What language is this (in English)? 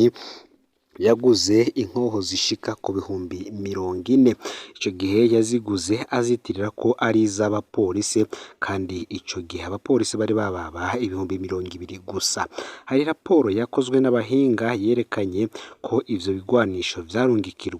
Rundi